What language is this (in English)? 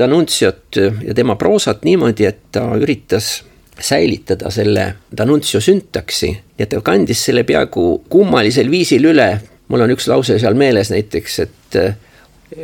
Estonian